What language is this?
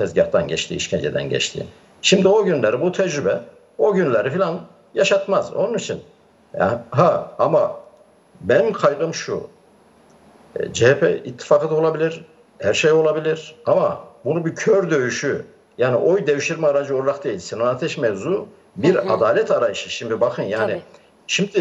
Turkish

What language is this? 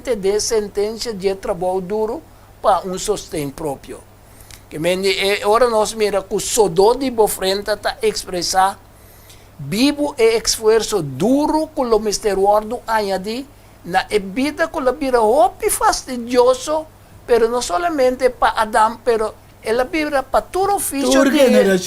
Papiamento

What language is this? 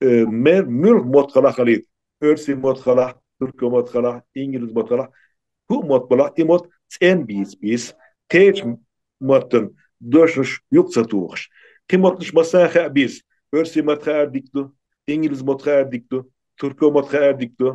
Chechen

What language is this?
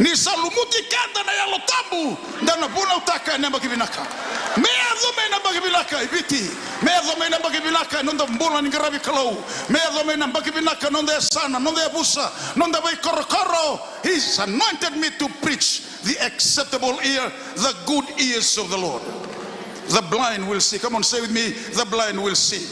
Fijian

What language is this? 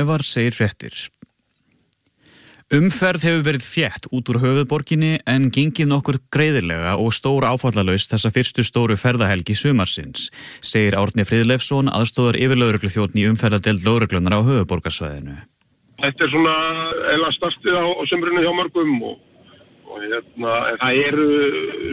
Icelandic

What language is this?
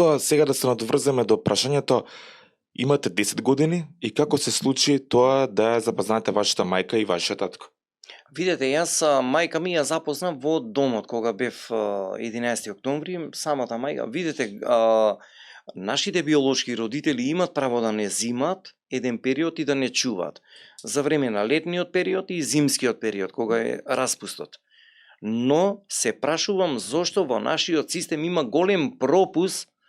Macedonian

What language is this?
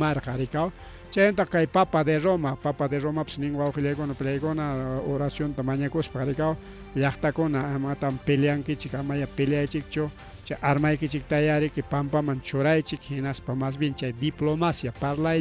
Ayacucho Quechua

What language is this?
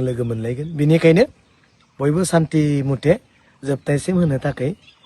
Bodo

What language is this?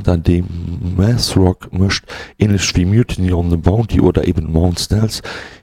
Luxembourgish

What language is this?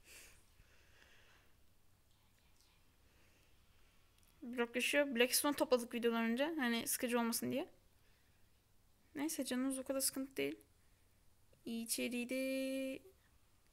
Turkish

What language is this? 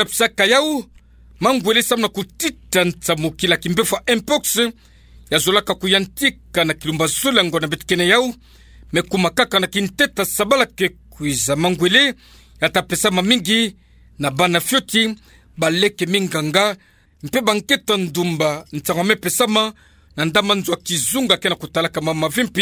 Kituba (Democratic Republic of Congo)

